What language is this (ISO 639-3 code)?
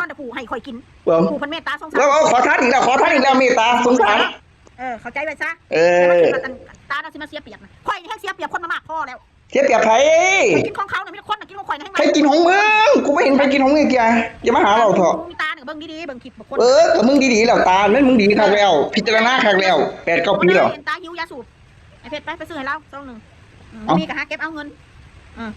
tts